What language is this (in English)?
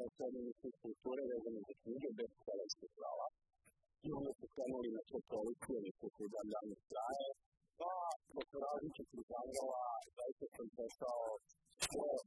Serbian